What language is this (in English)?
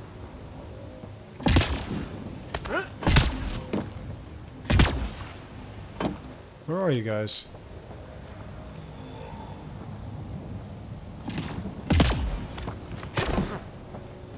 English